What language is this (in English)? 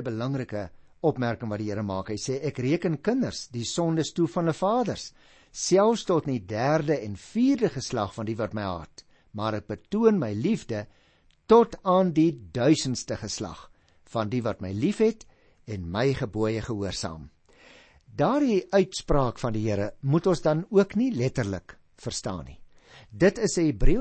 Afrikaans